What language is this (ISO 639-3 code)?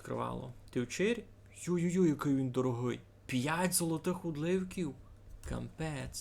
rue